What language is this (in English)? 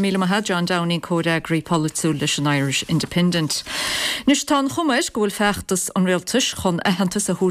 Irish